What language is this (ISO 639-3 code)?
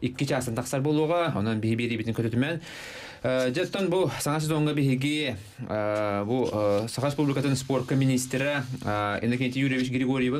sah